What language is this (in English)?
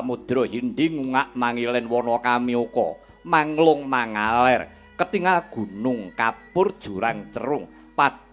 Javanese